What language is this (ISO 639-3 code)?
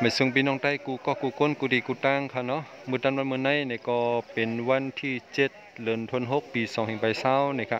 shn